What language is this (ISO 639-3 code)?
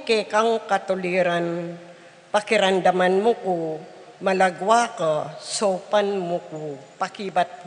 pam